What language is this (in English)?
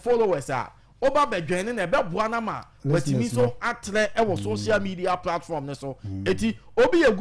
Akan